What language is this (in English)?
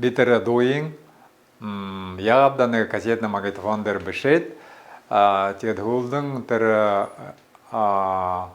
Buriat